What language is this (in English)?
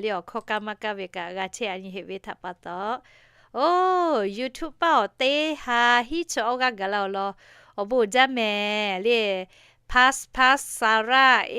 Lahu